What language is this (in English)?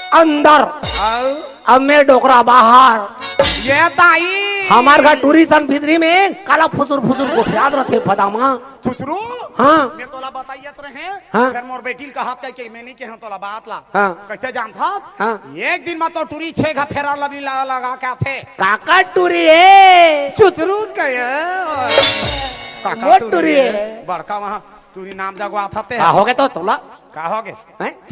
Chhattisgarhi